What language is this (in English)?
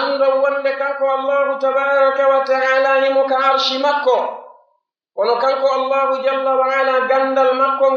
Pular